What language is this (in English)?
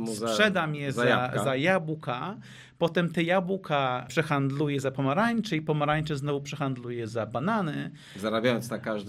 Polish